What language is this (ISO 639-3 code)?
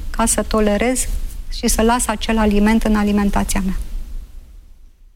ron